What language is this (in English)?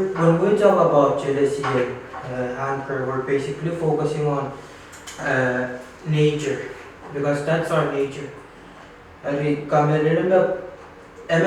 Pohnpeian